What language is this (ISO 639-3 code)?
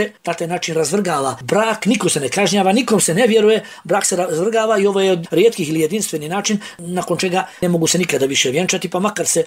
bos